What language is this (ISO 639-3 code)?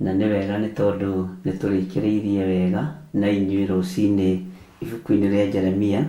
kik